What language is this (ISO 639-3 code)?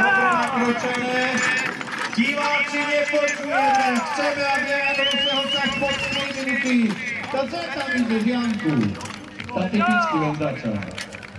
slk